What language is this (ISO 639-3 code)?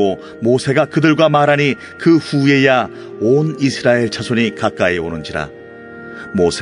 kor